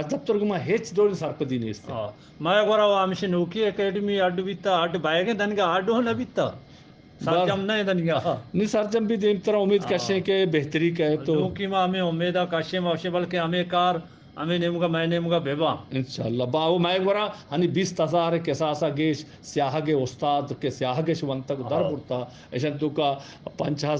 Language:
Eastern Balochi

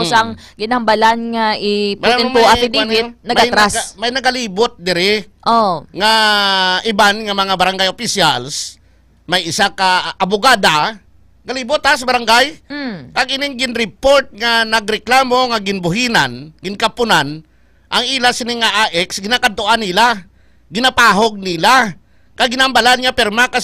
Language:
Hiligaynon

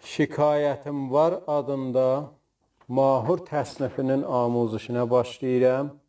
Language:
South Azerbaijani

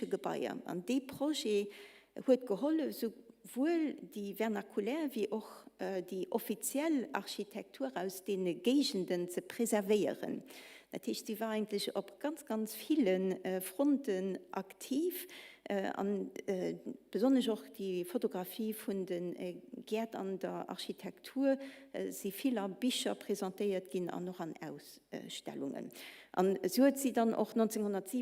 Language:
Luxembourgish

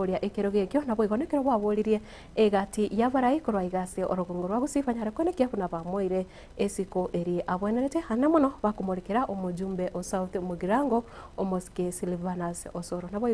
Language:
Gusii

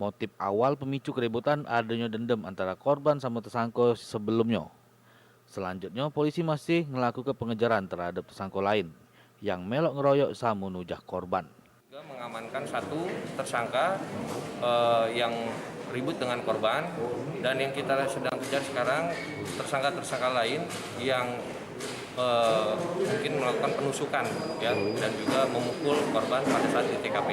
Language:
Musi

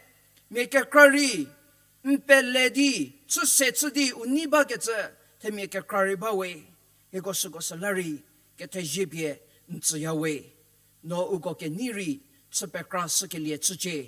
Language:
Angami Naga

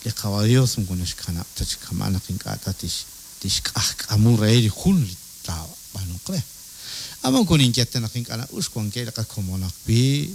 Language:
Kekchí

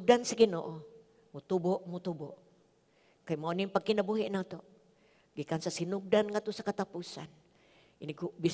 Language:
Cebuano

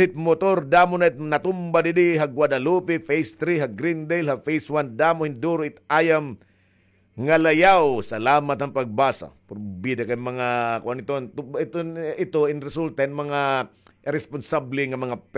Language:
Waray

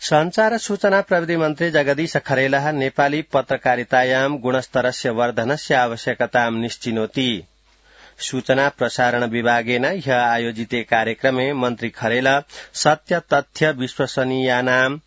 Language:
Sanskrit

